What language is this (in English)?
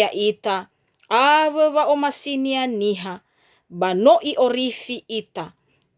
Nias